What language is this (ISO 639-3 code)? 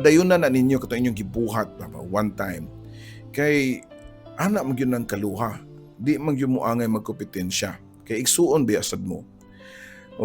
ceb